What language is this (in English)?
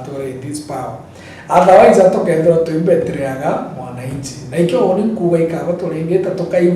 Meru